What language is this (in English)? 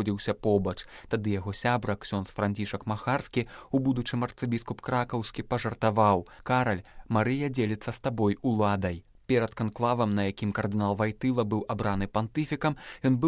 Belarusian